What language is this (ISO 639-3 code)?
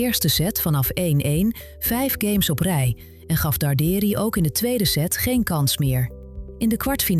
nld